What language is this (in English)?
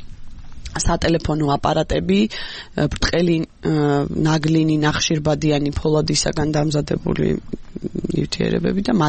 Georgian